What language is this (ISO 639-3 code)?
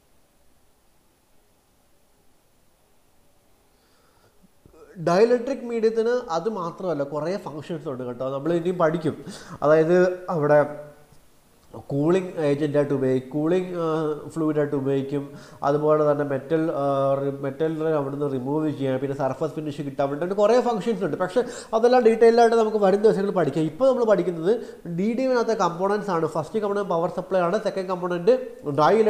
mal